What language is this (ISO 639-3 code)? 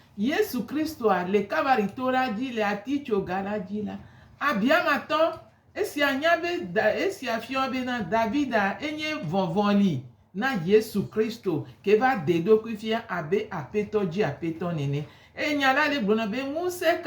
gej